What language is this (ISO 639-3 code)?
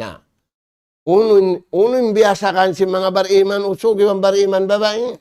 tsg